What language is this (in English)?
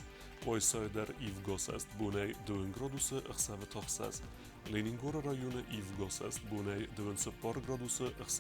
Ossetic